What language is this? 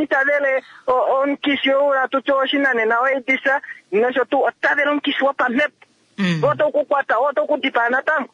Kuanyama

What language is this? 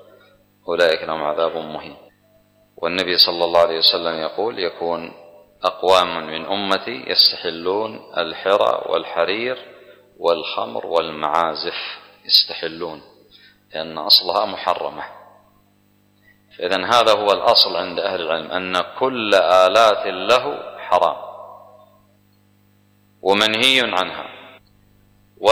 Arabic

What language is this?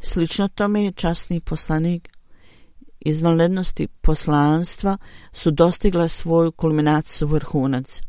Bosnian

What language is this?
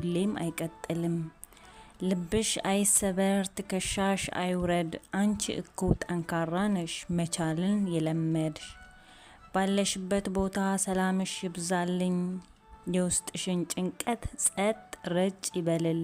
Amharic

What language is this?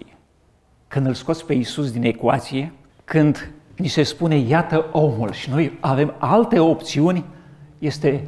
Romanian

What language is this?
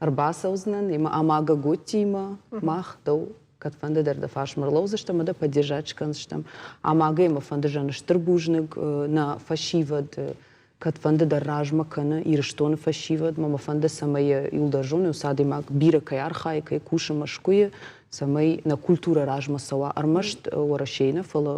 Ossetic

